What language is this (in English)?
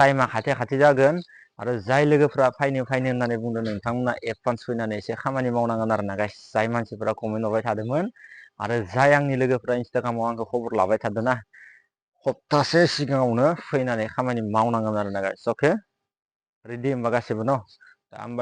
Bodo